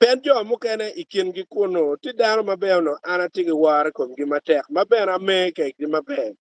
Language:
Acoli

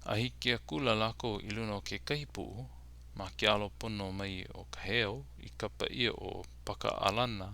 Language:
Hawaiian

